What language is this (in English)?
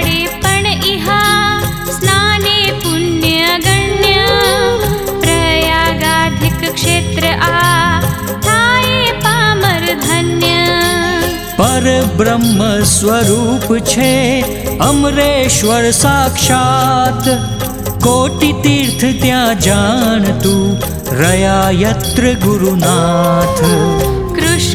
Gujarati